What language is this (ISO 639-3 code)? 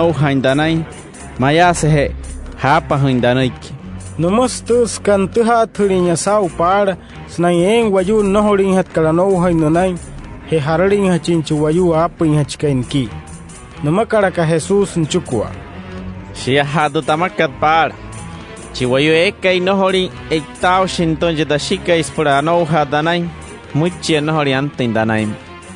guc